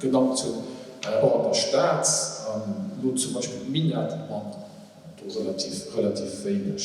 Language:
Luxembourgish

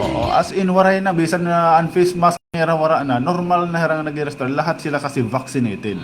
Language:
Waray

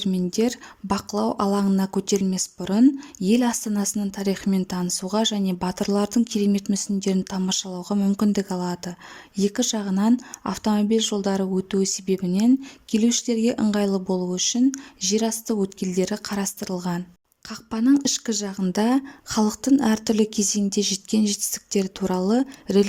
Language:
Kazakh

